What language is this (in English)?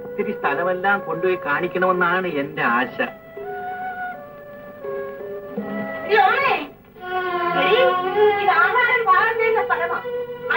Malayalam